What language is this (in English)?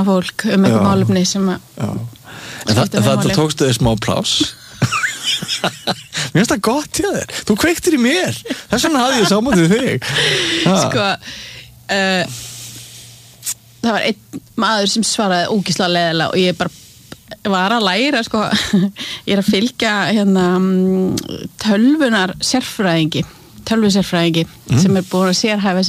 Icelandic